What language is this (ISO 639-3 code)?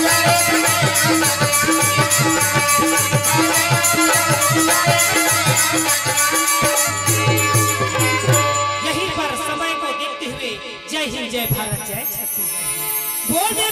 hne